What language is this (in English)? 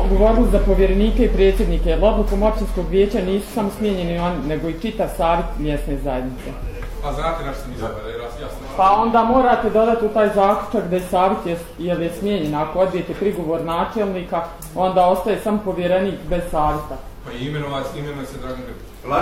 Bosnian